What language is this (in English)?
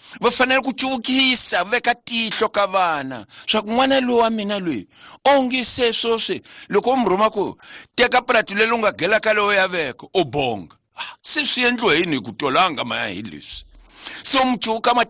Tsonga